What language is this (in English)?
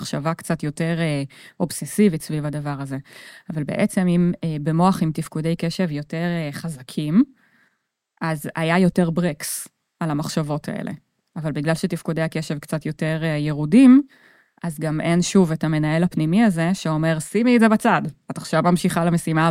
Hebrew